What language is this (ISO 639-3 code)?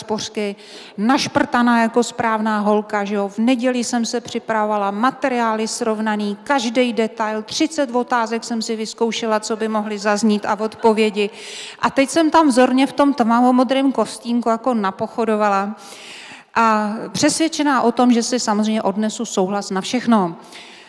ces